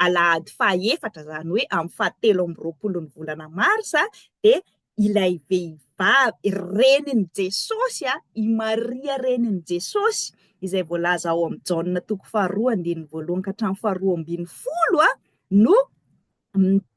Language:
Malagasy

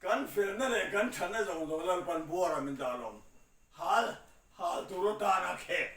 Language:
Mizo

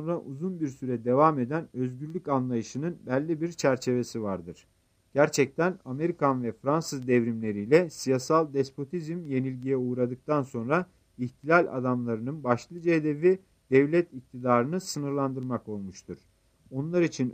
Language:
Turkish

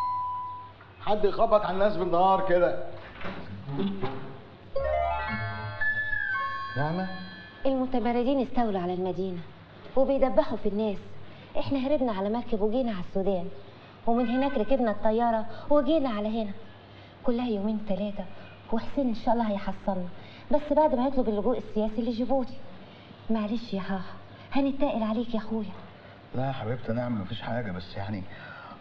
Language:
Egyptian Arabic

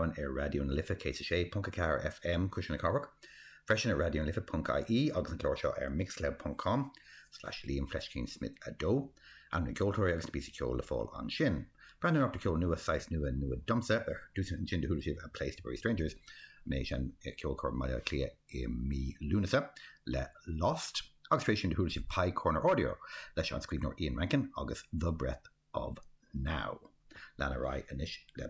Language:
Irish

